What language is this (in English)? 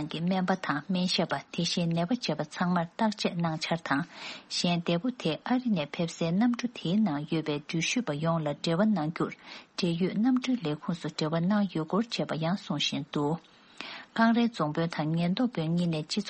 Tibetan